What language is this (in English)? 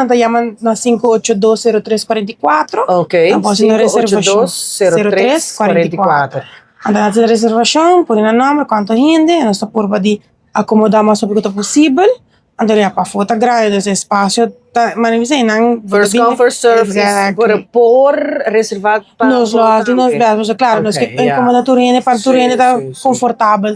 Papiamento